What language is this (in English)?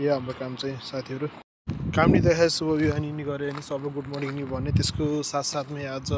Nepali